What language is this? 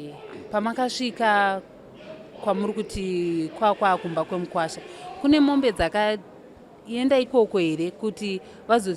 Shona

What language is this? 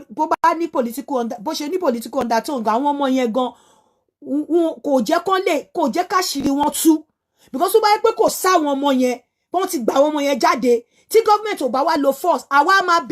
Yoruba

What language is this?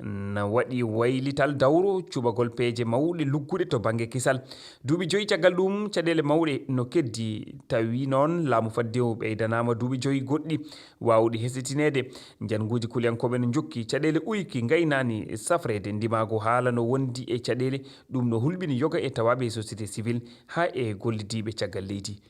Fula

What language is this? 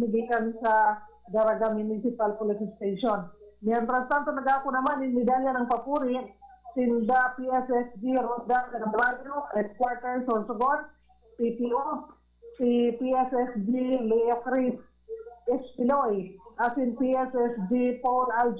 Bikol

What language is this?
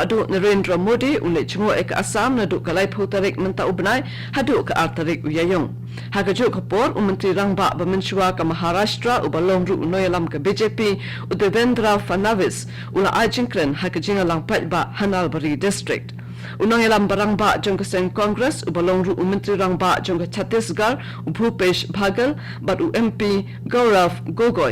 Khasi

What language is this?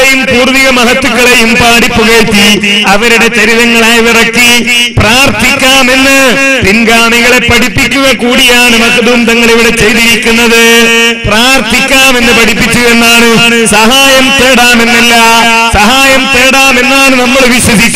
Malayalam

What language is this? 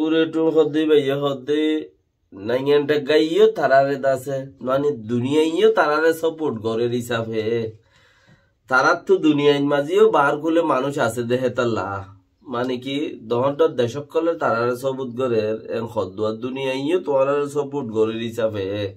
Rohingya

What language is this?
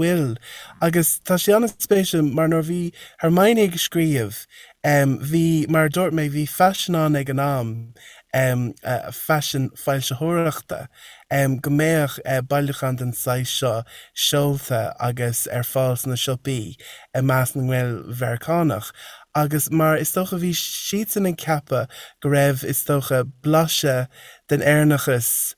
Irish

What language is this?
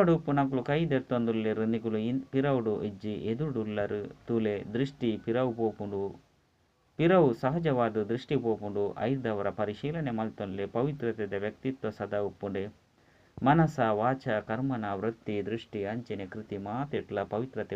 Tulu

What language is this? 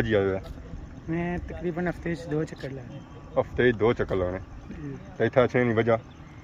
Pahari-Potwari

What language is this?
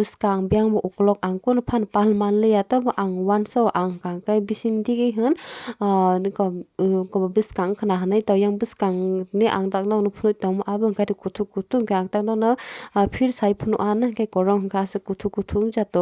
Kok Borok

